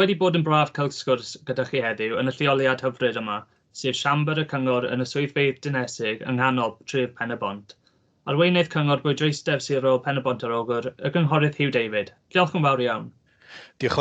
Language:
Welsh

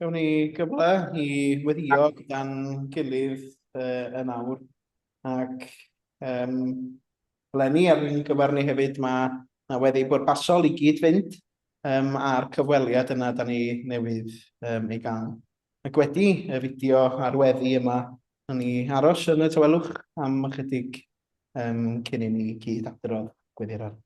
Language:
Welsh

